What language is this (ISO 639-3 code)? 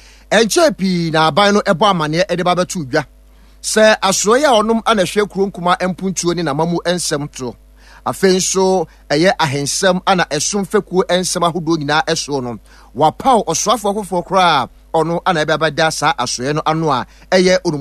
aka